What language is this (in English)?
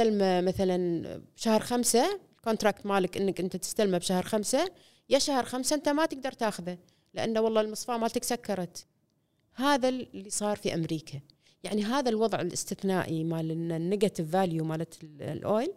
Gulf Arabic